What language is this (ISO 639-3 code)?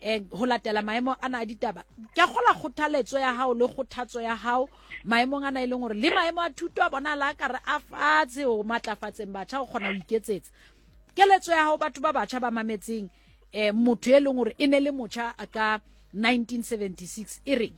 sot